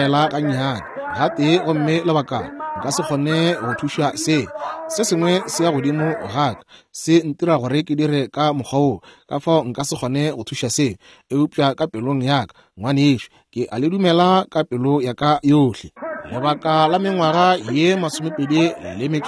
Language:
Northern Sotho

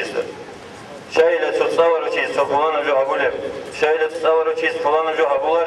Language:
Avaric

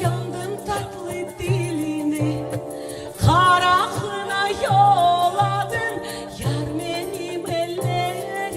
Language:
Crimean Tatar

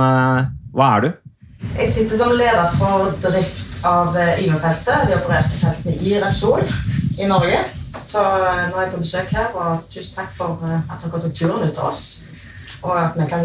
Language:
Norwegian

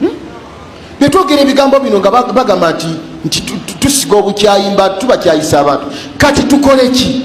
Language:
Ganda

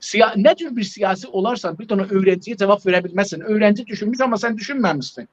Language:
South Azerbaijani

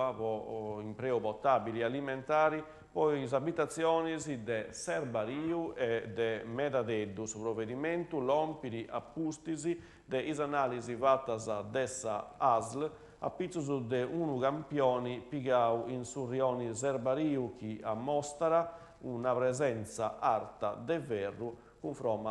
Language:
Sardinian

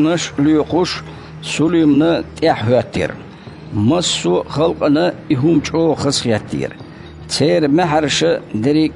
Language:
Chechen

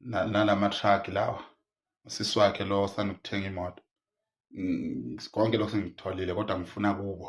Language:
Zulu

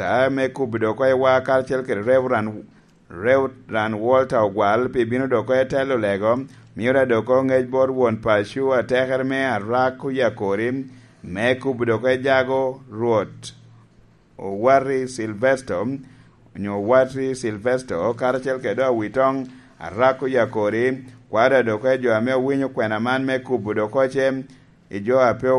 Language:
Lango (Uganda)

